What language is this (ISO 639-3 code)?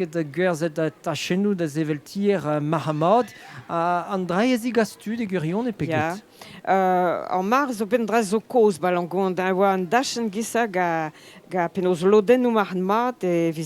bre